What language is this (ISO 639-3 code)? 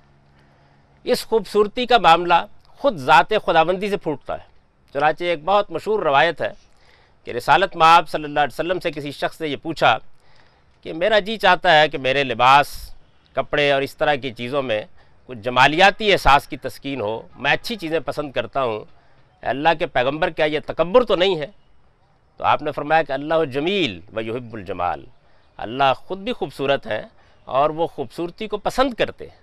urd